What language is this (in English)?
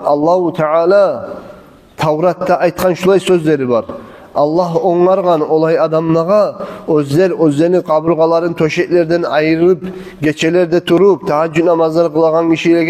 Kumyk